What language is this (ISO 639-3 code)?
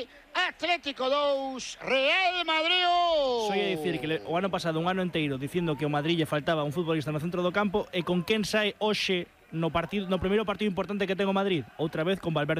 glg